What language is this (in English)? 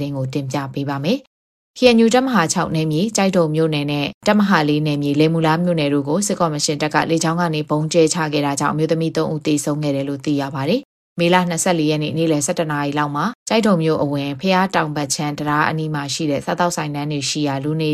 Burmese